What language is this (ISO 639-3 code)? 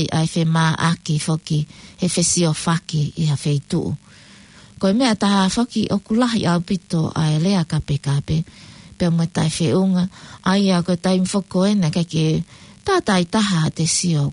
ton